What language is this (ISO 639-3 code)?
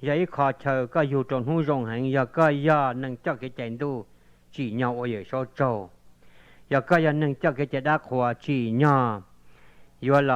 hmn